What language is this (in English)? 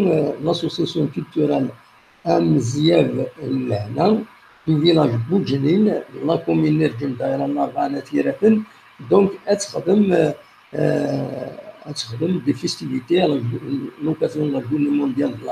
Kabyle